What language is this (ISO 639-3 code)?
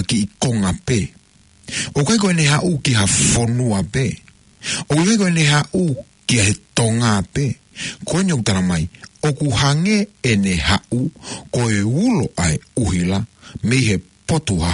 ton